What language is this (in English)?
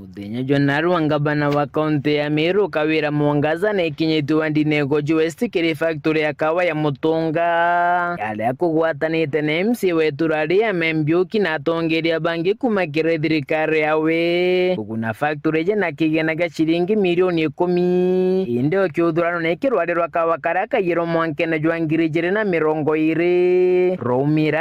Meru